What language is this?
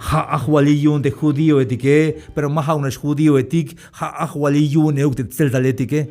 Tzeltal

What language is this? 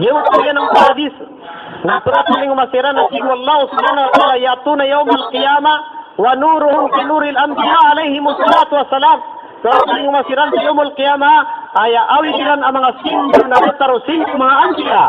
Maranao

